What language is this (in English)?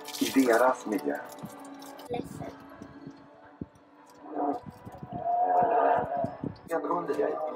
Swedish